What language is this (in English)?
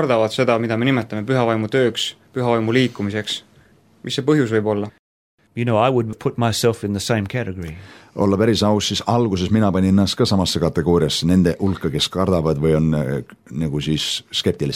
Estonian